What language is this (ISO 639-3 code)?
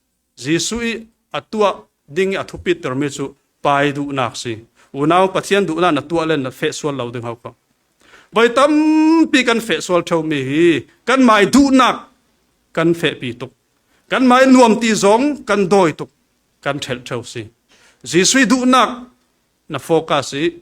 cfm